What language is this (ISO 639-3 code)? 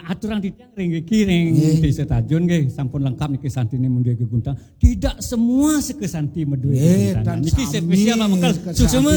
ban